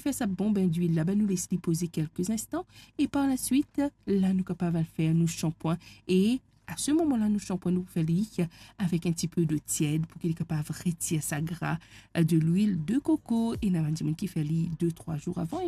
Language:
Morisyen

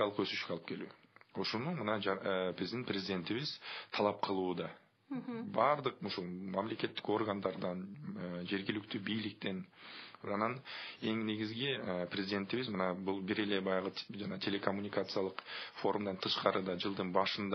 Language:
Kyrgyz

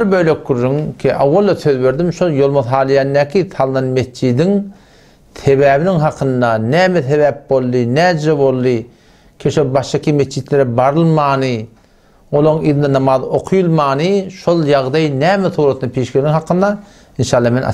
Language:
Turkmen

